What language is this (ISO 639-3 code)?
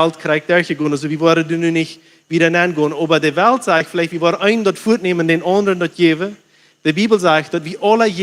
pdt